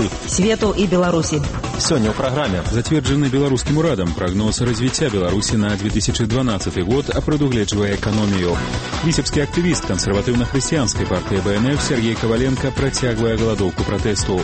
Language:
Belarusian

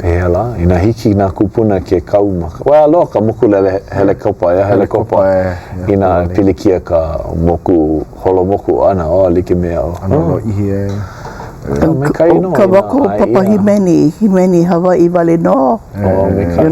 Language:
Hawaiian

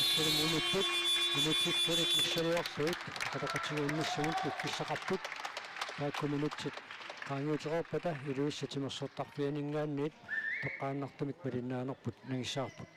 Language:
Kalaallisut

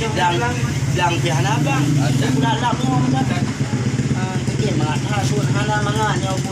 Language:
Achinese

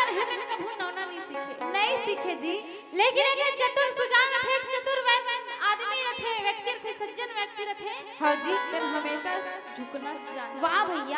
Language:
Chhattisgarhi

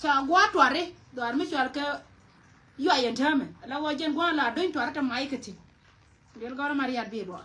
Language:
Nuer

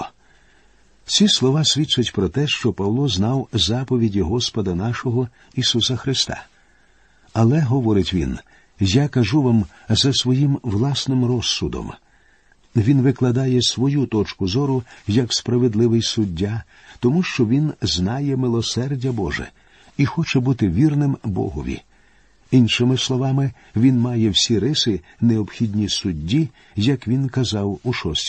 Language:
Ukrainian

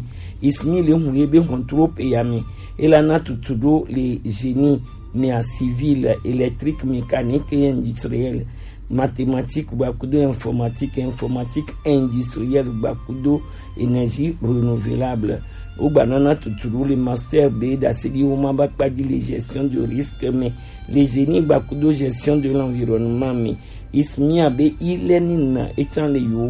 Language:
Gen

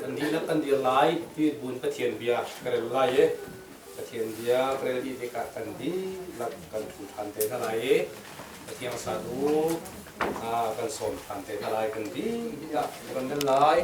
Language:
Hakha Chin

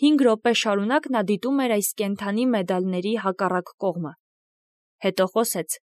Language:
Armenian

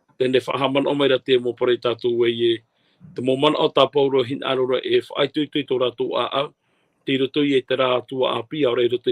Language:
Tahitian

